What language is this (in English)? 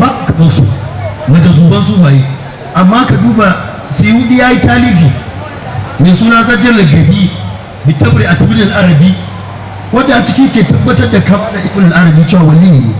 Hausa